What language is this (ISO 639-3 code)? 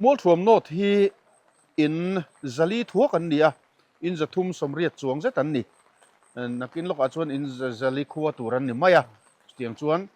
lus